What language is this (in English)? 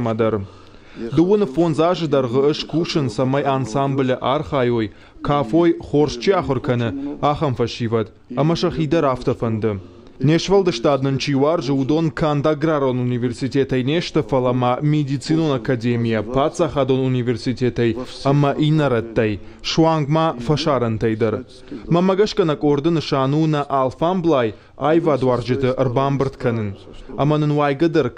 Ossetic